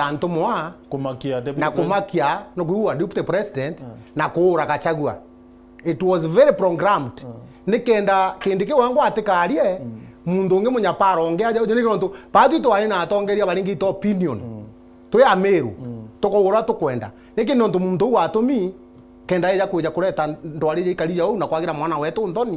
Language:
Meru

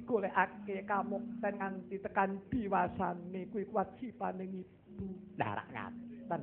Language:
Javanese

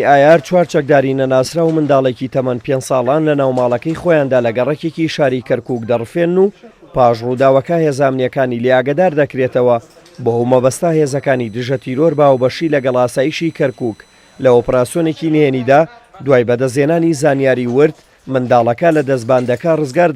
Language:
Central Kurdish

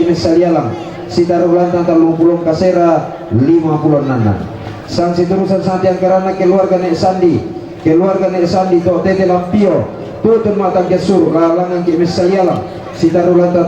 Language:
Toraja-Sa'dan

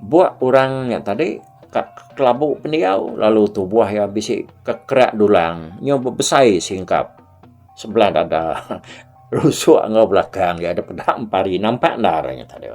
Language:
Iban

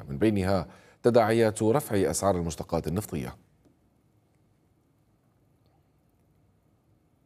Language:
Arabic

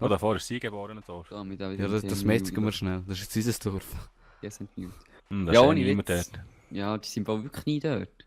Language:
Swiss German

